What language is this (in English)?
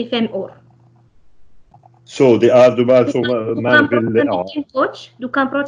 Swedish